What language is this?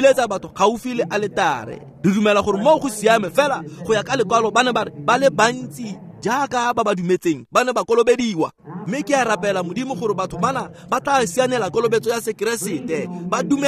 Tswana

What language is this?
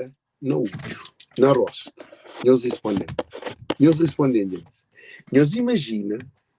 Kabuverdianu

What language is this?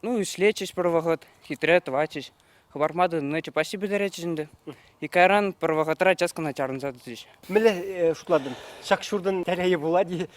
Chuvash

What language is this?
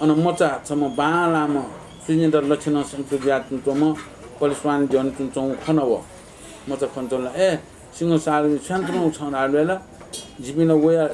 Newari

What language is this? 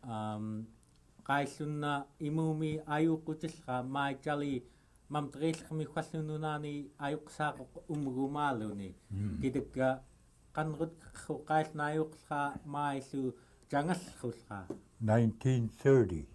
Central Yupik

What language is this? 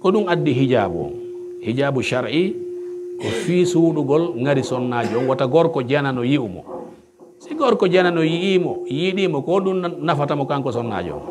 Pular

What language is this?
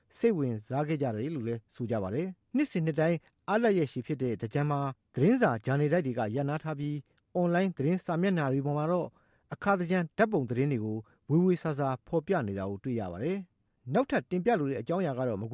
Burmese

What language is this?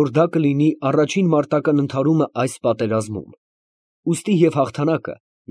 Armenian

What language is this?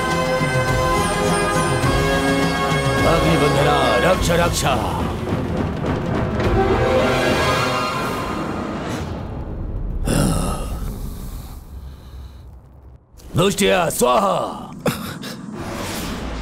Bhojpuri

